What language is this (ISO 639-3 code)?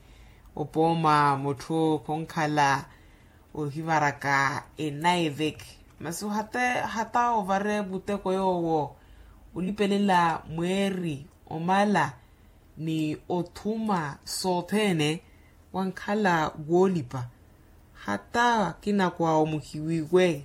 vmw